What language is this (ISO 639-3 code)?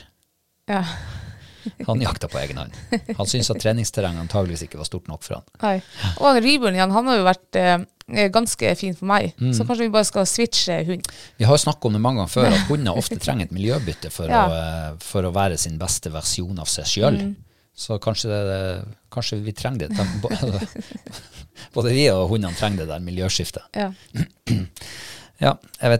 nor